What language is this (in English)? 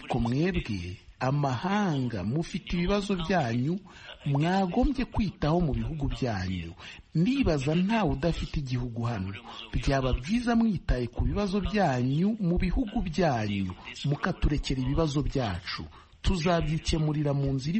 Kinyarwanda